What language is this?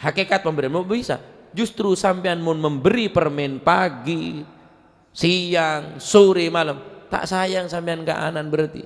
Madurese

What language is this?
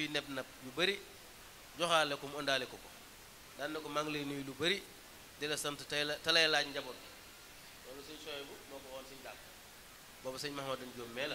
Wolof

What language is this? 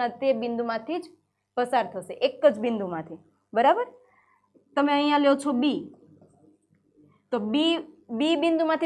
Gujarati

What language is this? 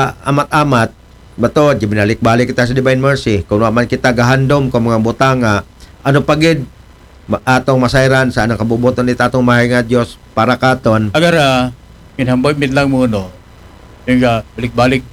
Aklanon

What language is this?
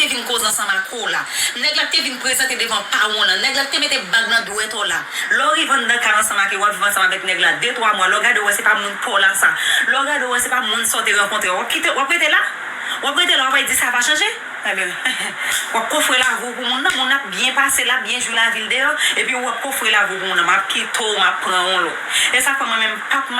Haitian Creole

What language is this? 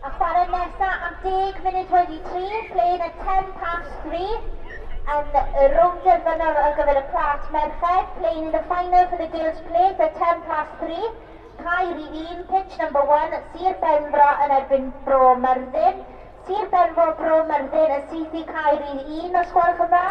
Welsh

